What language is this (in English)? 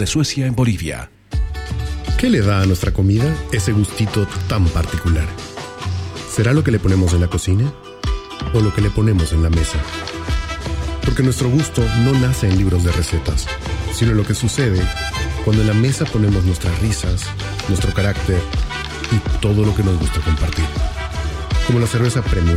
Spanish